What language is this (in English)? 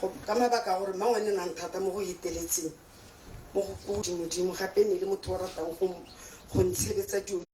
Tswana